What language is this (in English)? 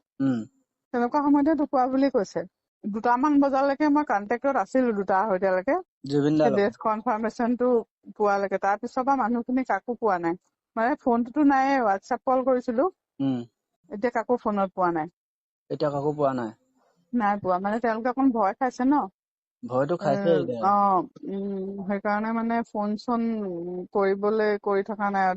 Assamese